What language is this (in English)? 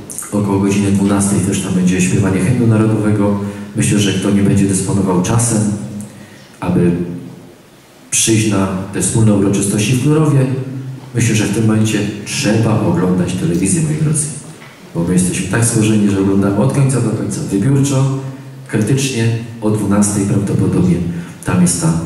Polish